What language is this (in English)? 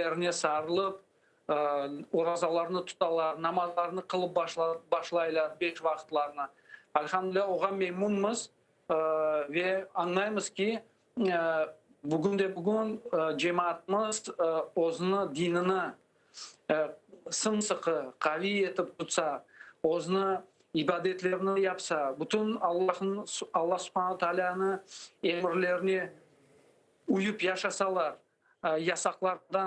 Crimean Tatar